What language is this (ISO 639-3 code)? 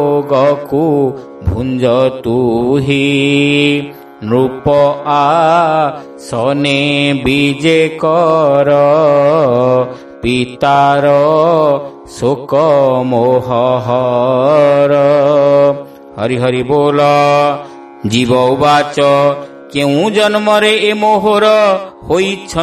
ori